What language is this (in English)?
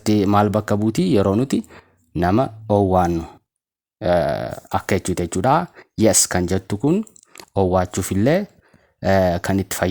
Oromo